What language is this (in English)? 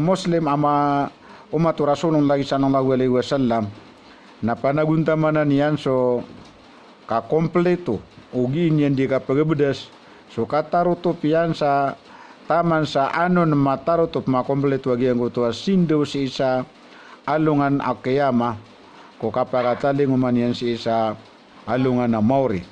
Maranao